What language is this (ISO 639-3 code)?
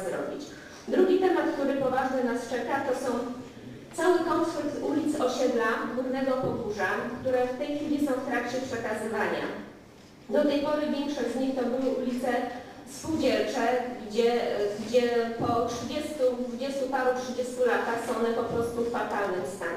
pol